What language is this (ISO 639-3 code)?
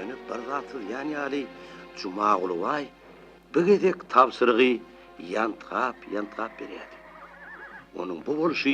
tuk